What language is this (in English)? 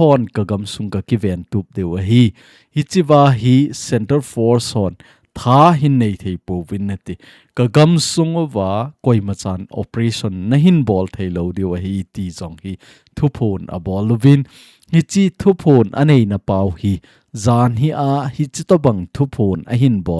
Thado Chin